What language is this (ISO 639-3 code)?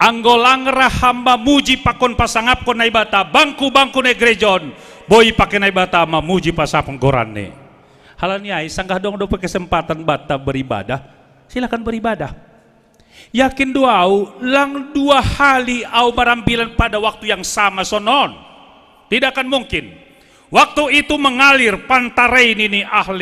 bts